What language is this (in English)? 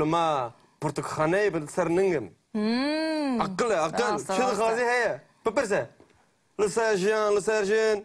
Kurdish